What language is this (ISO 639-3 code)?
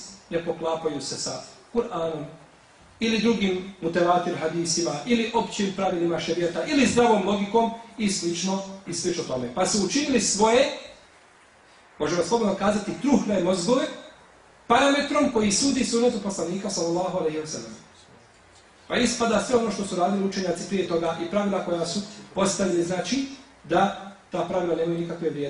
bos